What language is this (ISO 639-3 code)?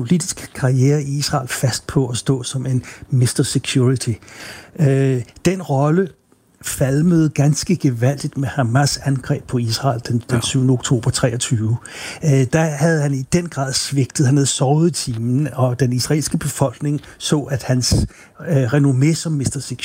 dan